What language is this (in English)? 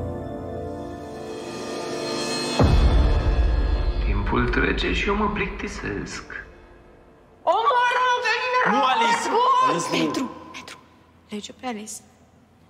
Romanian